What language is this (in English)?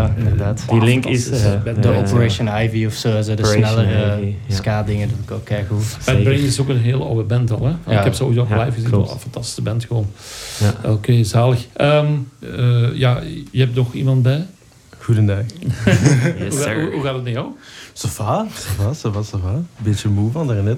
Dutch